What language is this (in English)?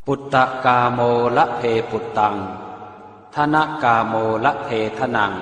Pali